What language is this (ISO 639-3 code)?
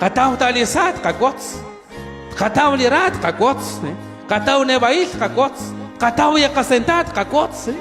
kek